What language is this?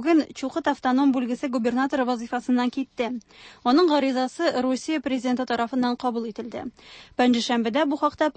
Tatar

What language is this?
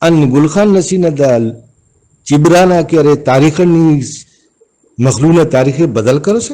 Brahui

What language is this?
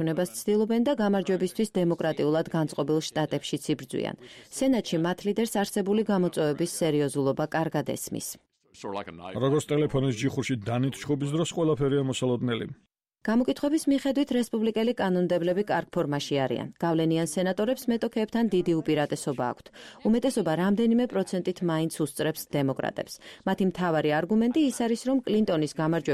Georgian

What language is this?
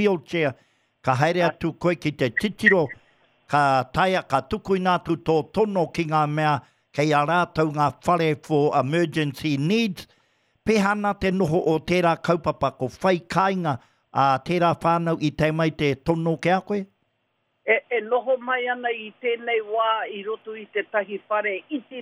Māori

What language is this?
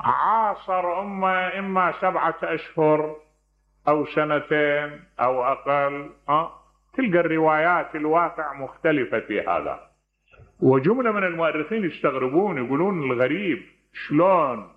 Mesopotamian Arabic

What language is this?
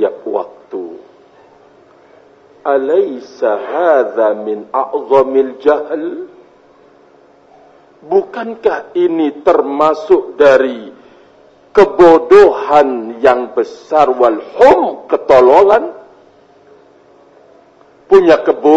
Indonesian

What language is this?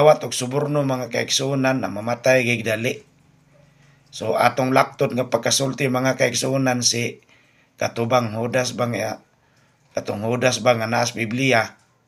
Cebuano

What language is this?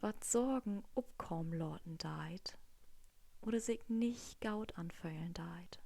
Low German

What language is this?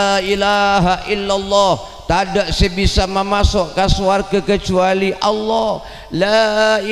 Madurese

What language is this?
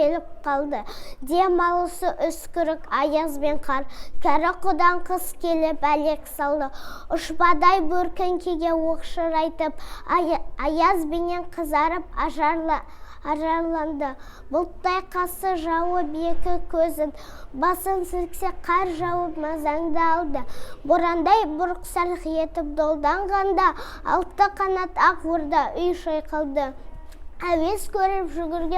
Kazakh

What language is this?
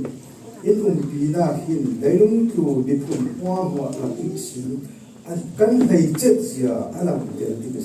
Falam Chin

